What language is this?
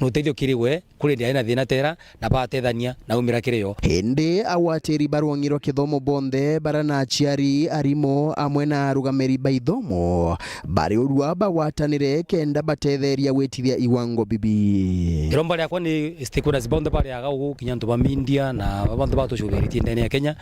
Meru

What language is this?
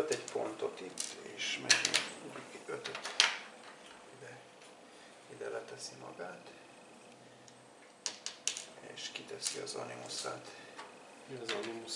Hungarian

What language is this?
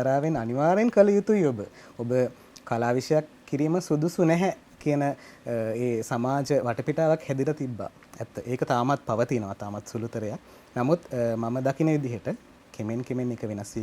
Sinhala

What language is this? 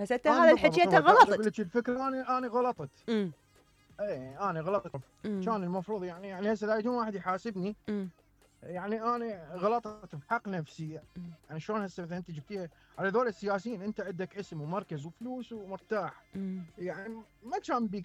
Mesopotamian Arabic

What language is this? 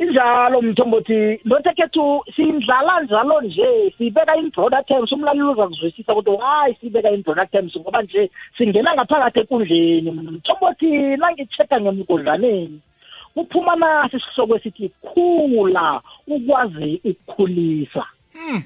South Ndebele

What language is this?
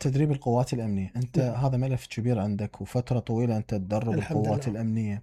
Mesopotamian Arabic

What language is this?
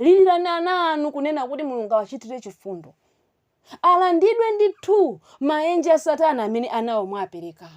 Nyanja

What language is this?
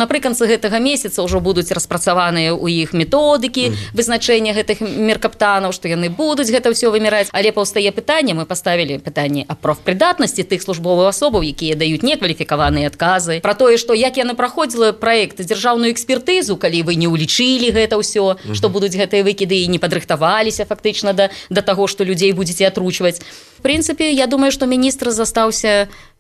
Belarusian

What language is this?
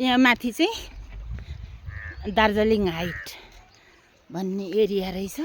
Nepali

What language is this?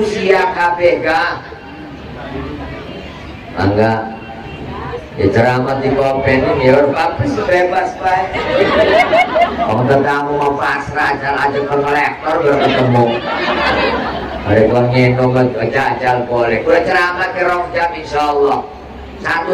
Indonesian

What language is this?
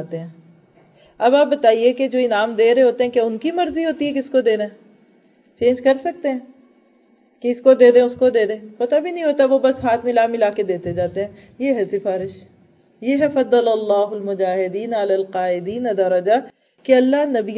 Urdu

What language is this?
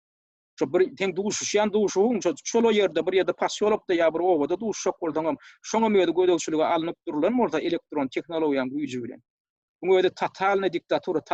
Turkmen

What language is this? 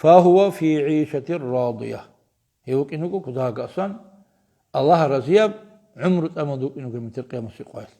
Avaric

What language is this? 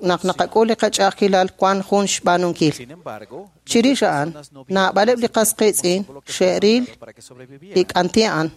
Kekchí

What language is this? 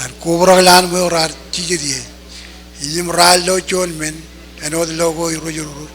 Marshallese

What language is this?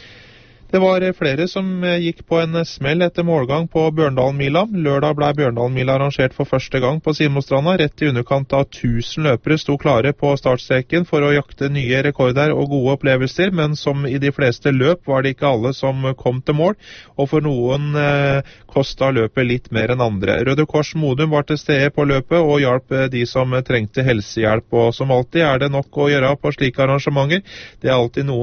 Norwegian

